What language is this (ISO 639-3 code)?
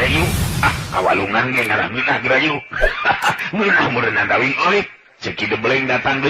sun